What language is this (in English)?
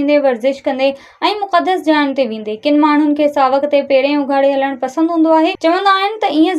Sindhi